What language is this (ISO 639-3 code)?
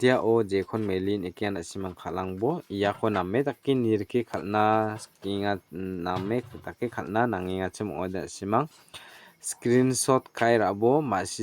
grt